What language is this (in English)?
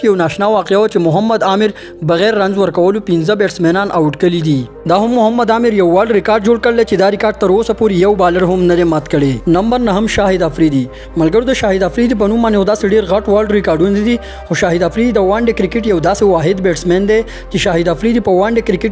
Pashto